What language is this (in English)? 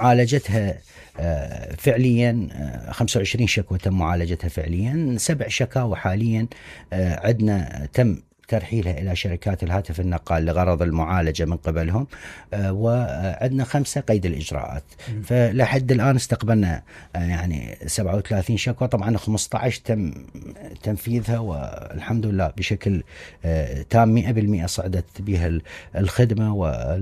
Mesopotamian Arabic